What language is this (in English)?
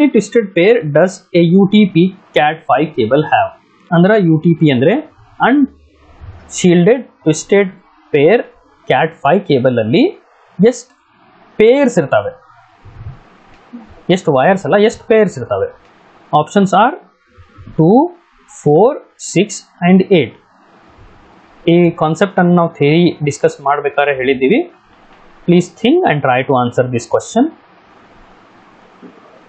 Kannada